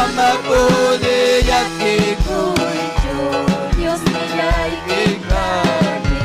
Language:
Ayacucho Quechua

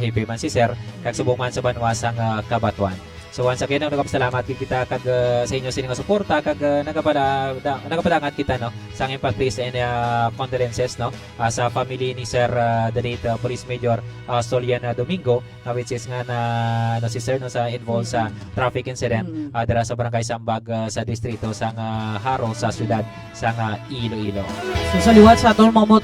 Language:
Hiligaynon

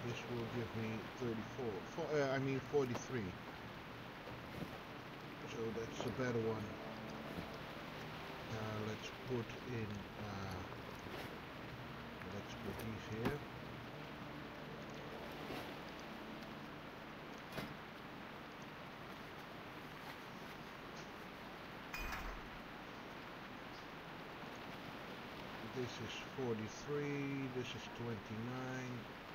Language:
English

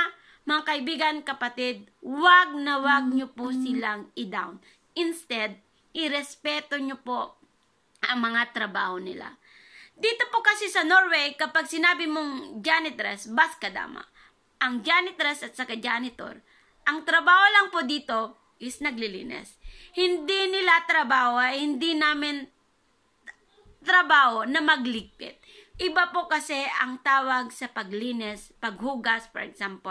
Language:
Filipino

